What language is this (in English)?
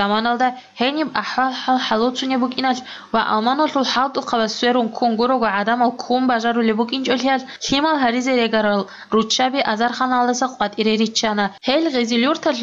Avaric